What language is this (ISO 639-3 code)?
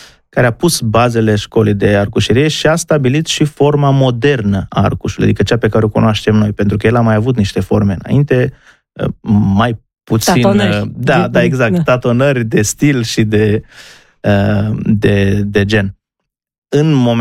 ron